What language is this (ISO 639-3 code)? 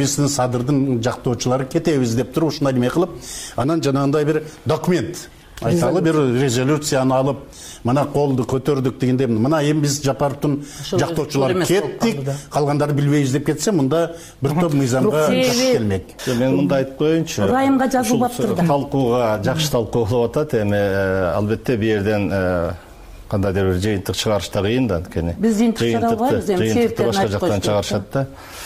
kir